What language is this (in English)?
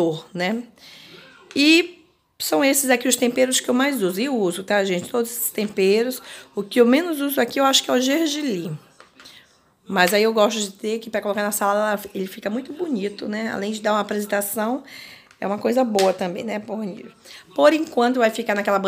Portuguese